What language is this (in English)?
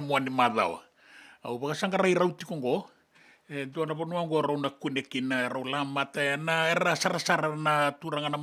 Fijian